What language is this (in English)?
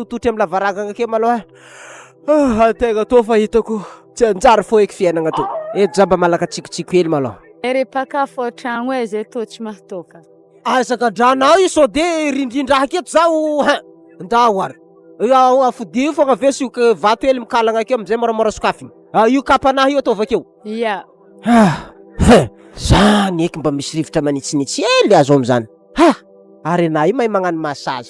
Malagasy